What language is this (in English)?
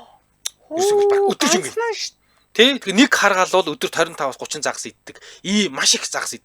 Mongolian